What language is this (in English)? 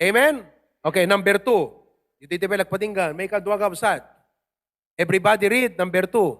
Iloko